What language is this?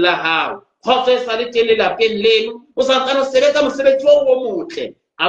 Southern Sotho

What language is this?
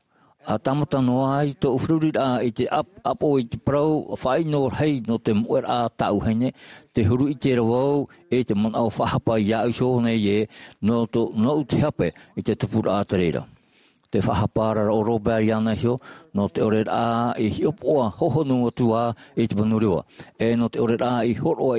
Tahitian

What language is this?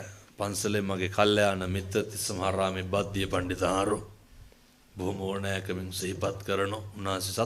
Sinhala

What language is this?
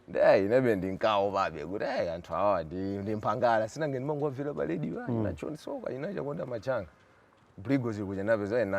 Nyanja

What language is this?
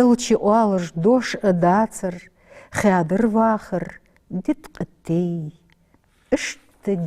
Ingush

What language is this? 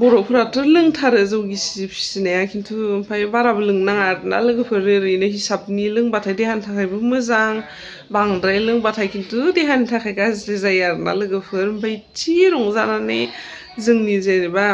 Bodo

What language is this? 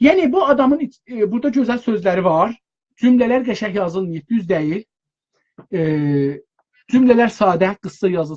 South Azerbaijani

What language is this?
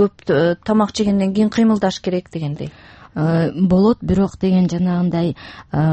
Kyrgyz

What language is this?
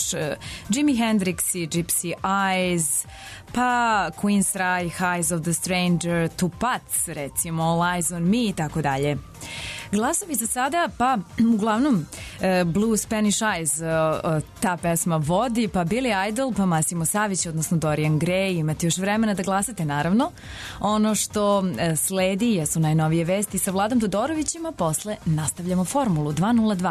Serbian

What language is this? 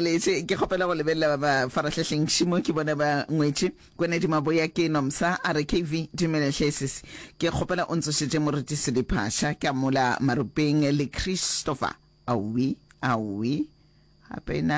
Northern Sotho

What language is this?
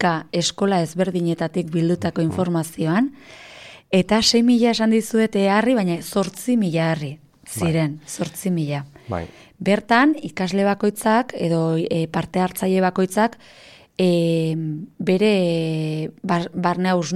Basque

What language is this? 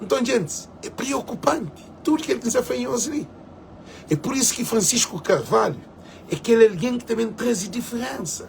Kabuverdianu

